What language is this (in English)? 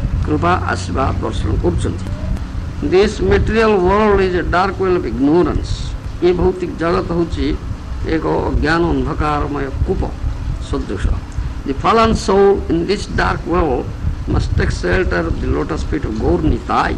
Odia